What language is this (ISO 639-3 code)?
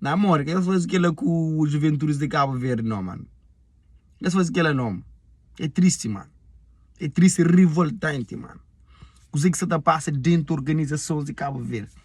kea